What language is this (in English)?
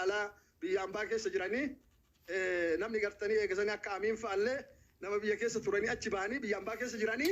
Oromo